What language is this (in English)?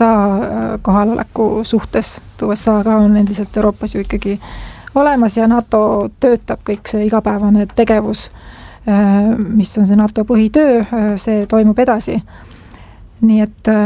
Estonian